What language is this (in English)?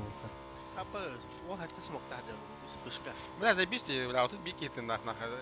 Yakut